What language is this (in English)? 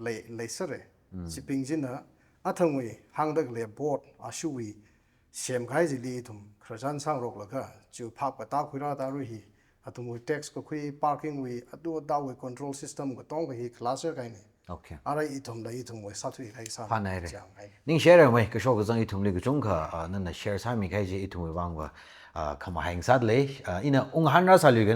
Tangkhul Naga (India)